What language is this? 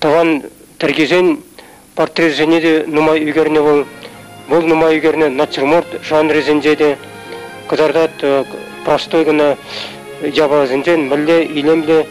Chuvash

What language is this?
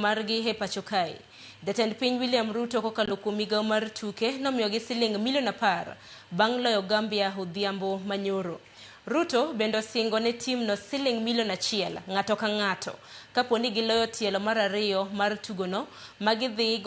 Luo (Kenya and Tanzania)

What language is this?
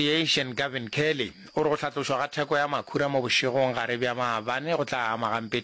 Northern Sotho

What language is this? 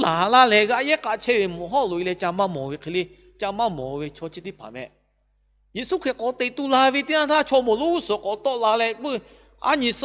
Lahu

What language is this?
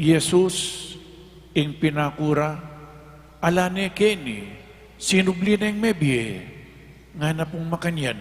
Pampanga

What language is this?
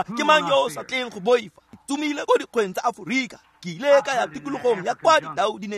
Tswana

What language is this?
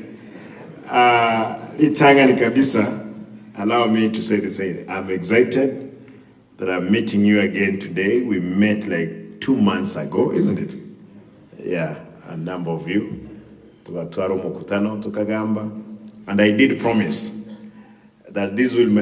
Gusii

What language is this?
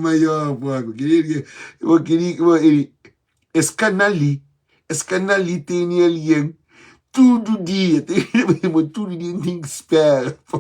Kabuverdianu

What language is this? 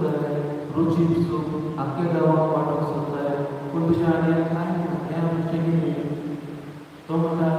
Konkani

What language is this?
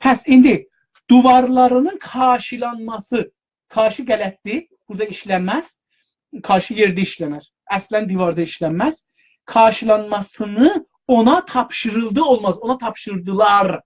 South Azerbaijani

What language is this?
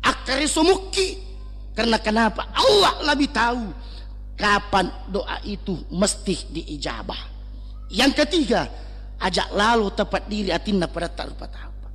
Buginese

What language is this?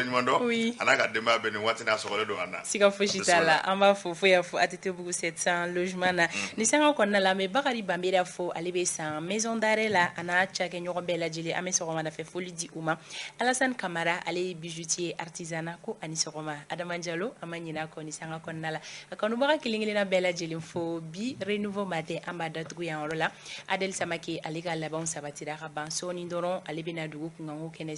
Bambara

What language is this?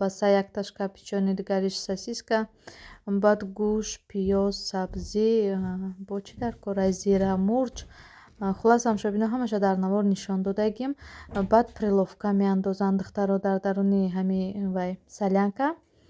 Tajik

